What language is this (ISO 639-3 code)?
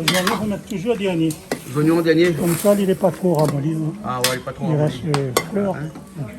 rcf